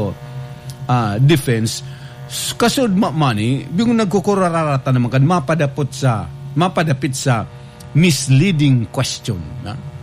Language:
Bikol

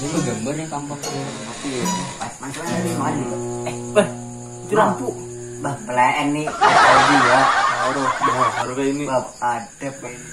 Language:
Banjar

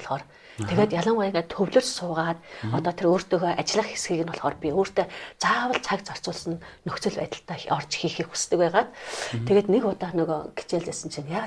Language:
Mongolian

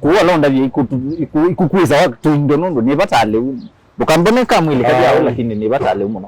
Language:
Kamba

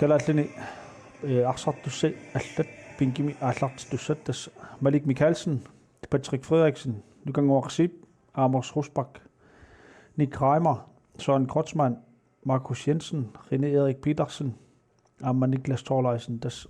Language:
Kalaallisut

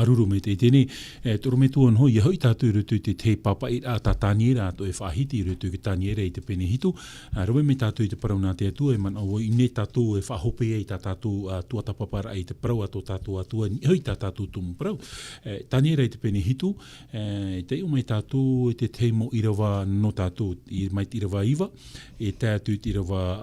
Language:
Tahitian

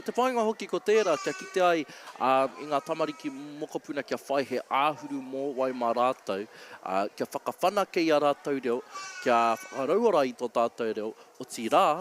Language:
Māori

